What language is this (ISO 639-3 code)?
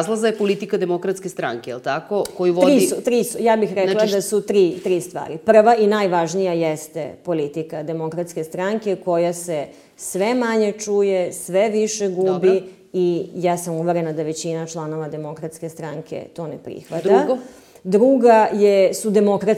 srp